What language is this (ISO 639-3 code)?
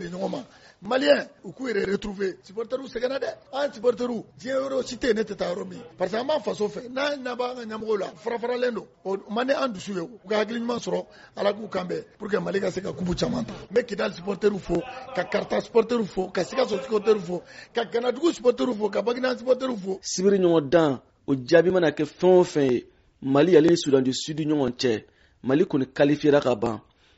bam